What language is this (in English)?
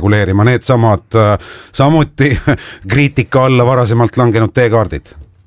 Estonian